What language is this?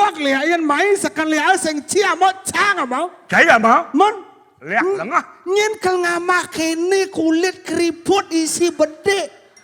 Balinese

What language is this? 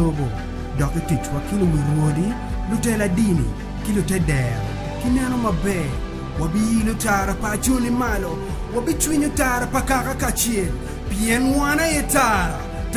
Acoli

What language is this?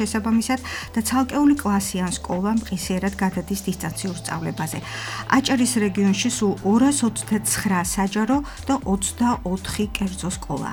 Georgian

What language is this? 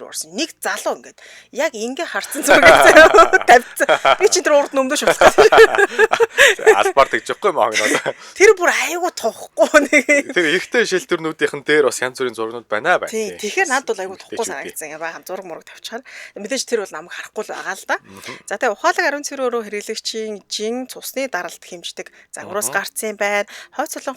Mongolian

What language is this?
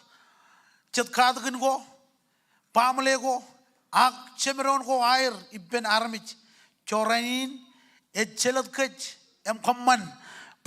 Marshallese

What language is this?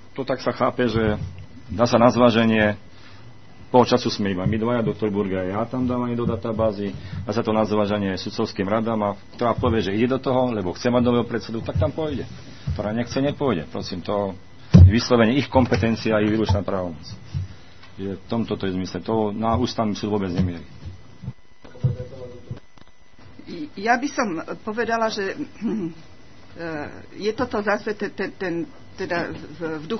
Slovak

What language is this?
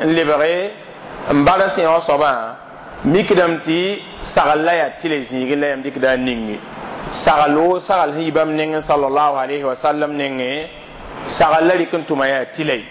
Mossi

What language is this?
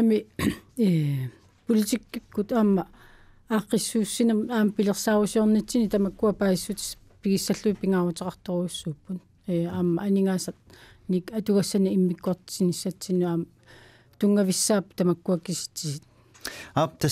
Kalaallisut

